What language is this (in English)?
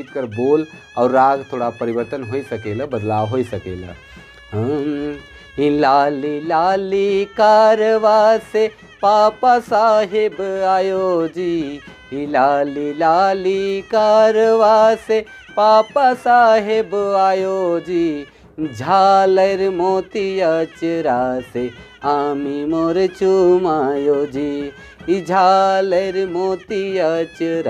Sadri